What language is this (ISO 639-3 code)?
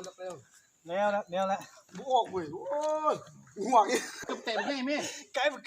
lao